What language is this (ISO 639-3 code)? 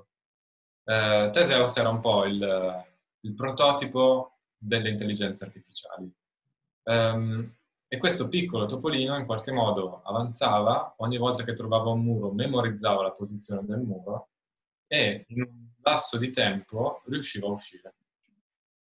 ita